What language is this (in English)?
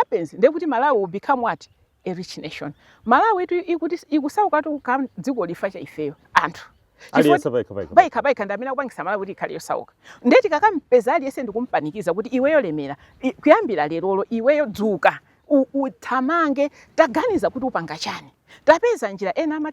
Nyanja